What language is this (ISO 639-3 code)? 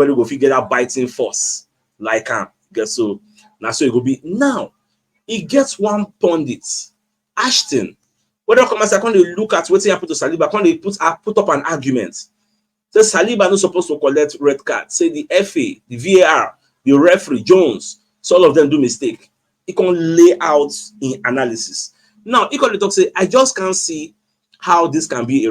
pcm